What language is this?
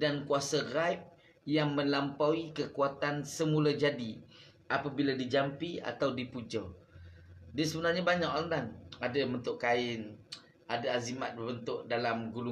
Malay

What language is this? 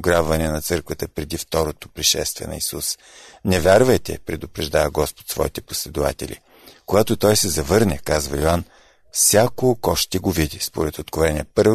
Bulgarian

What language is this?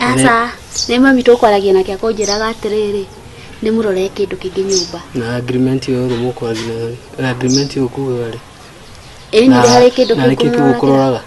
Kikuyu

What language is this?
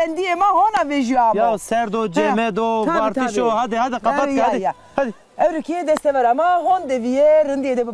Zaza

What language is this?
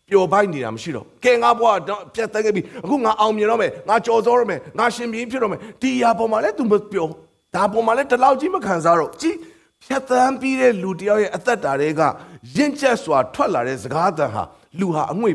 Burmese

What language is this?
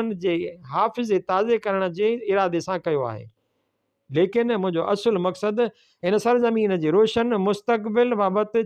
Sindhi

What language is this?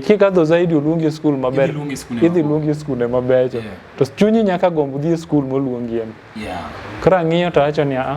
Luo (Kenya and Tanzania)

